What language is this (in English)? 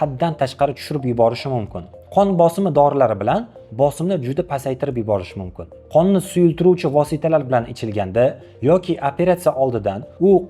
Uzbek